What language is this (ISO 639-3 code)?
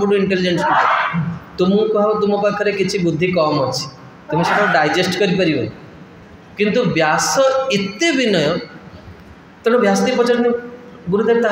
ori